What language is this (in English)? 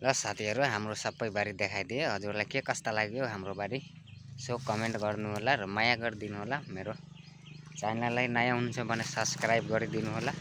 Nepali